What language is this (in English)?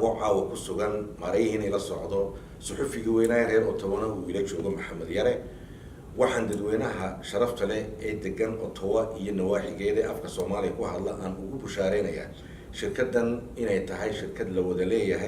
Somali